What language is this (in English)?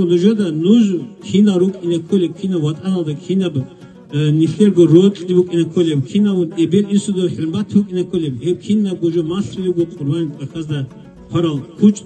Avaric